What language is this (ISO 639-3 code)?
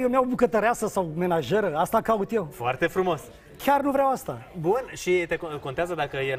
ron